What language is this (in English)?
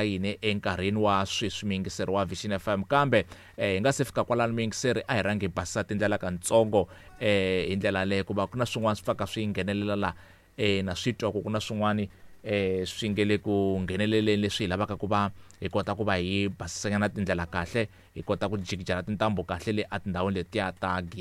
Tsonga